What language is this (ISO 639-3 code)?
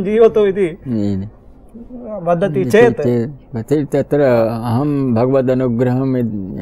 san